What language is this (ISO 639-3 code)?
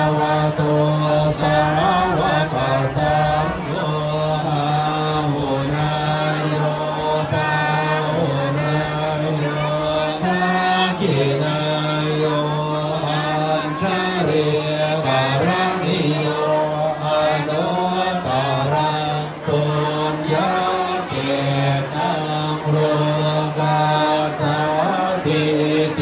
pli